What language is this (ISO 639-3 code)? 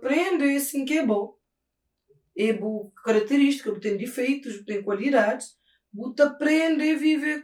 kea